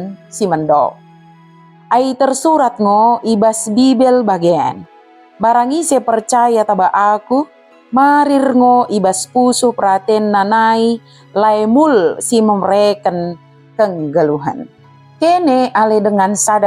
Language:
Batak Dairi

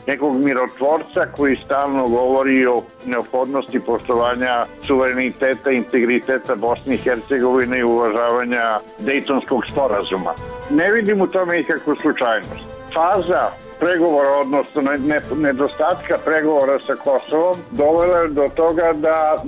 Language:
Croatian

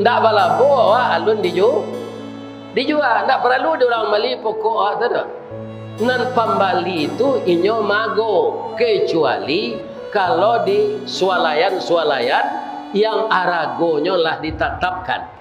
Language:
Minangkabau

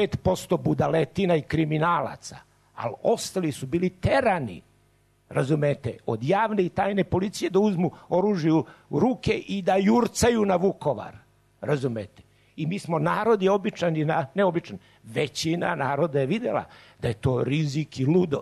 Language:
Serbian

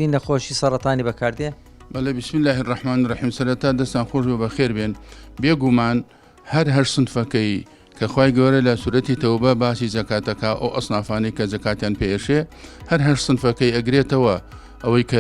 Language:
Central Kurdish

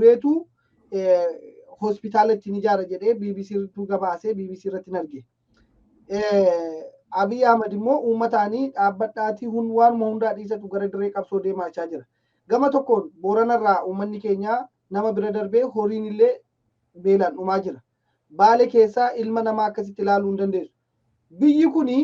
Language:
Oromo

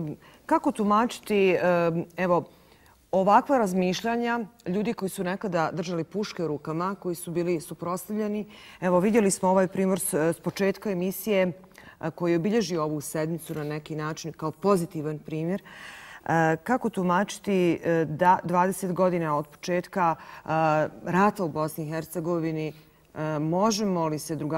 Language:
Serbian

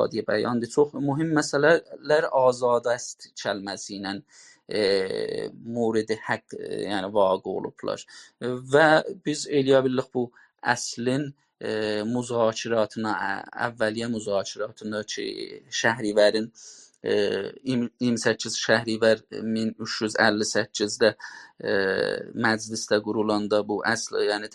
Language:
South Azerbaijani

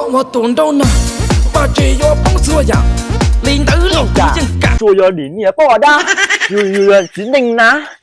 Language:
Hmong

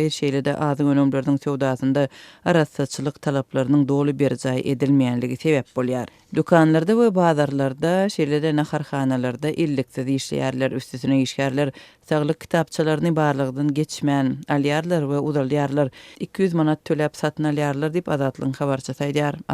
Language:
Turkmen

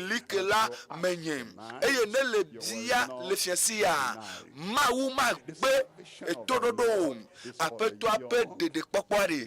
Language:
Ewe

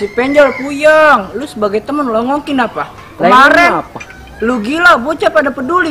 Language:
Betawi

